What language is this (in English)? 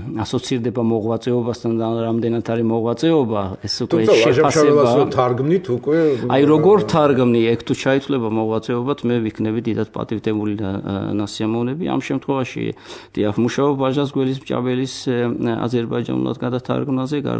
Georgian